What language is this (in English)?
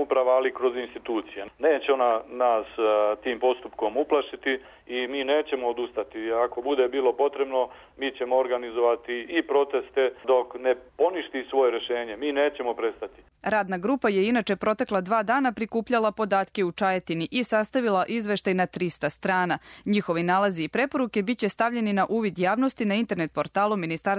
Serbian